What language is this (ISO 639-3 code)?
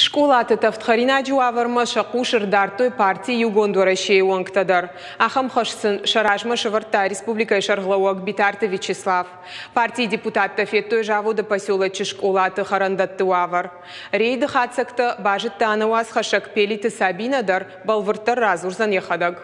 oss